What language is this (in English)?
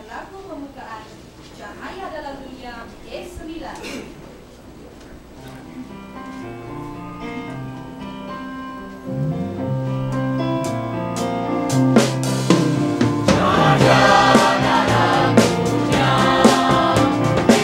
Indonesian